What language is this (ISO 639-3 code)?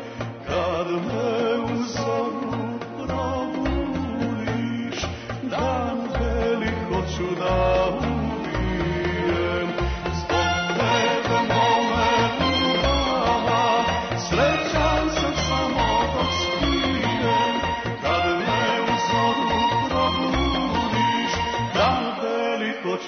srp